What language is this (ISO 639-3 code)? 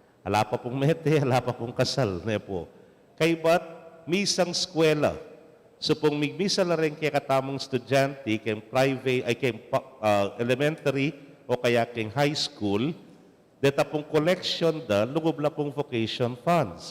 pam